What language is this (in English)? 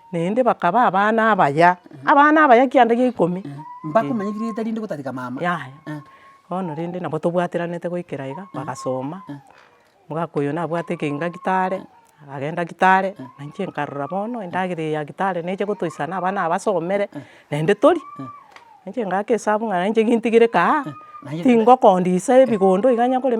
Gusii